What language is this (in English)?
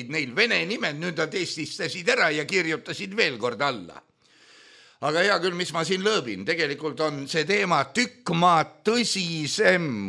Estonian